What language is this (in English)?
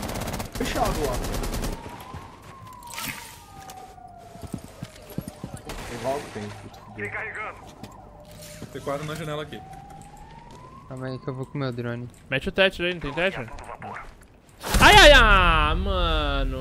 Portuguese